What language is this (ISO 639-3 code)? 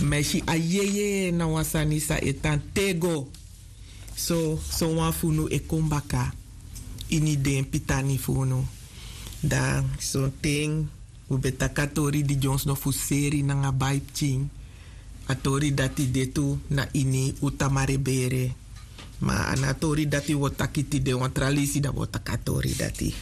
srn